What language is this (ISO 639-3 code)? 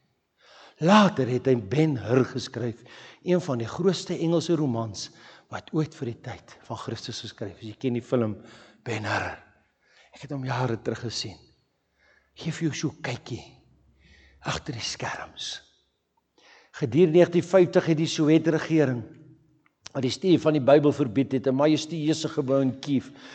afr